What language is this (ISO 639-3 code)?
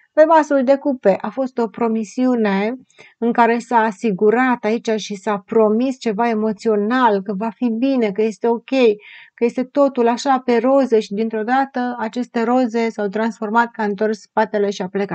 ron